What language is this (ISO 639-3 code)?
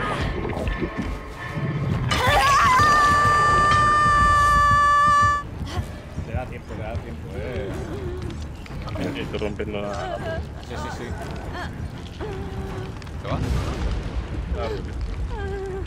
spa